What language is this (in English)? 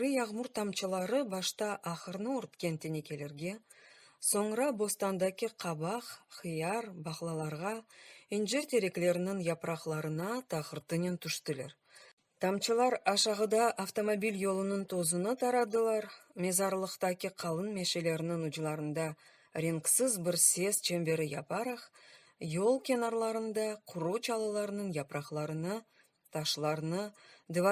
Crimean Tatar